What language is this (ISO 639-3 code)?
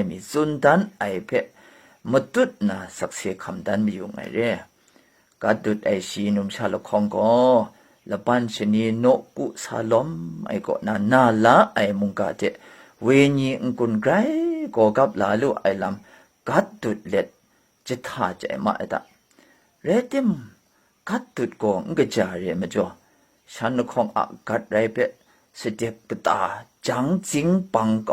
kac